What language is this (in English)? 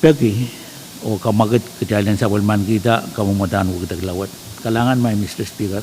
Pohnpeian